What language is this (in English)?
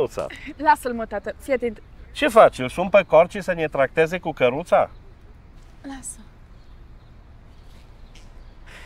Romanian